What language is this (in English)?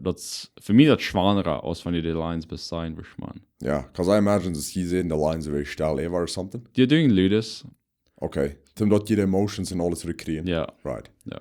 Plautdietsch